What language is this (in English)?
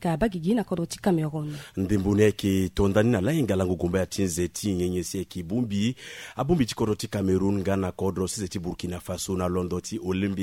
Sango